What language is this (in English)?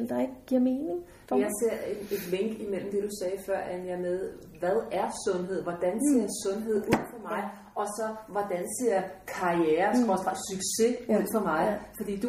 Danish